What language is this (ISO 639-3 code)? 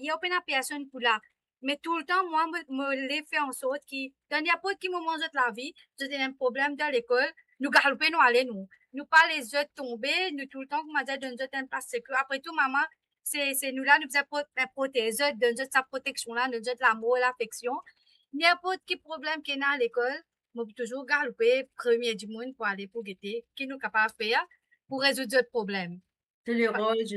mfe